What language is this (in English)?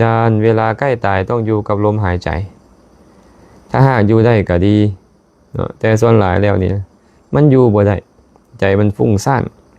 Lao